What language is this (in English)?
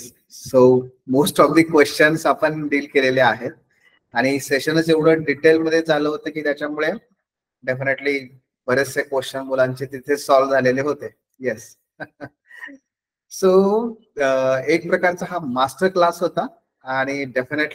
Marathi